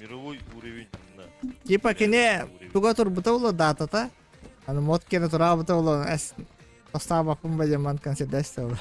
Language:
Yakut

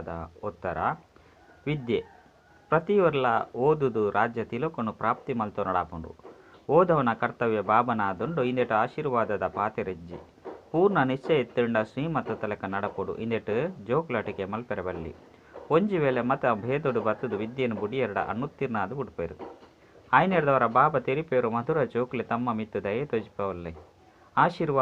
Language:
Tulu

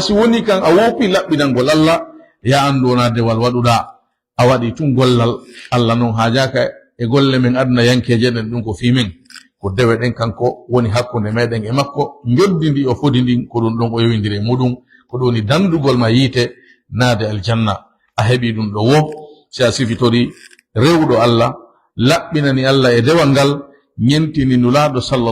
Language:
Fula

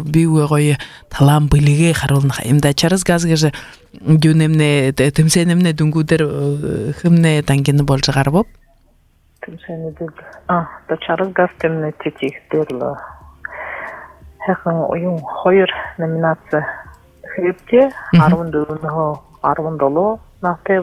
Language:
Buriat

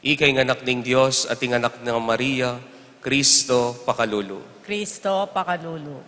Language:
Pampanga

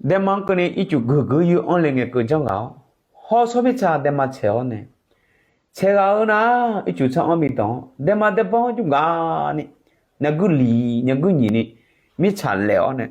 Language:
Akha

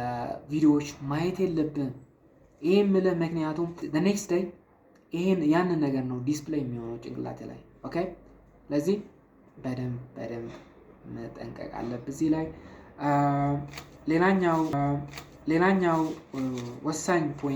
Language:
Amharic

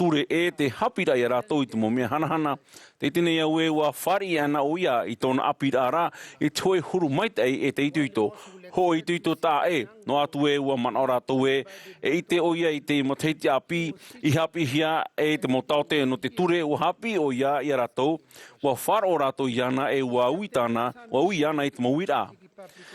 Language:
Tahitian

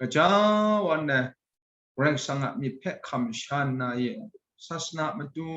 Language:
Kachin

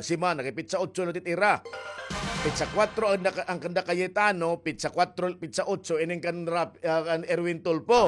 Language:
Waray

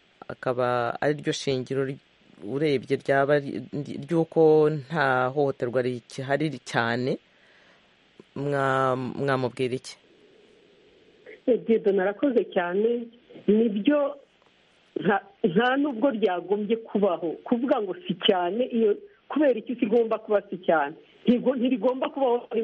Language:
Kinyarwanda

